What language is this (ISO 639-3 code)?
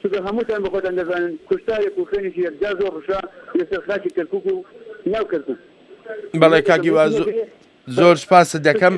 ckb